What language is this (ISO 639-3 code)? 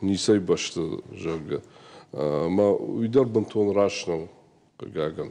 oss